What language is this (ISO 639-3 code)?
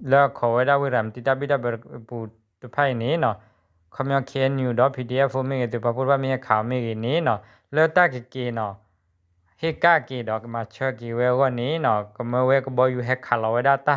ksw